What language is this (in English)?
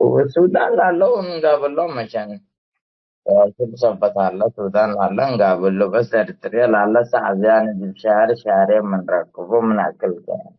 Tigre